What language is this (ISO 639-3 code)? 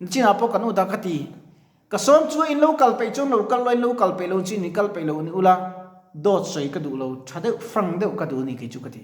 lus